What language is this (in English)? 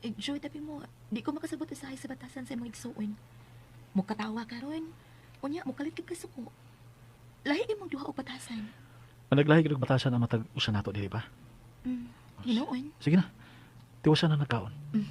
Cebuano